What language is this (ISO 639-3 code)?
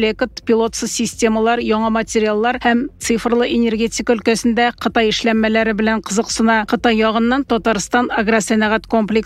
tat